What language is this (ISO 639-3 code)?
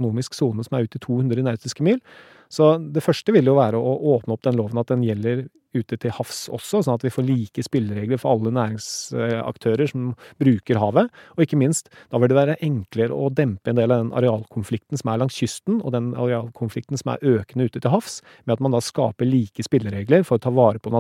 nor